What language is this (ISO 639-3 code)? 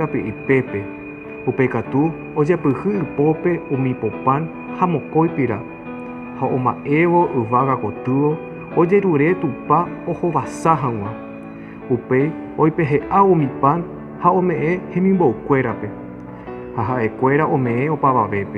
grn